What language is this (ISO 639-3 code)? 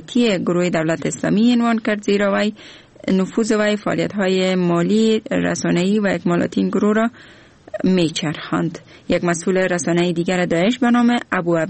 fas